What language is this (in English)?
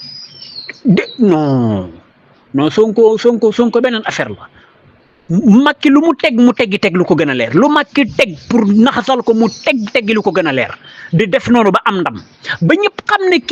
Wolof